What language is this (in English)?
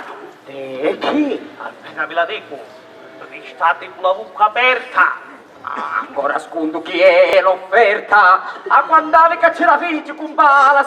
Sicilian